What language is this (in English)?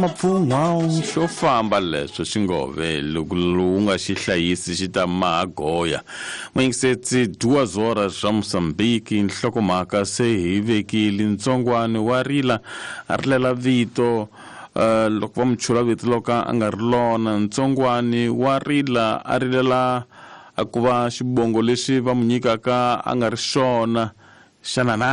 Tsonga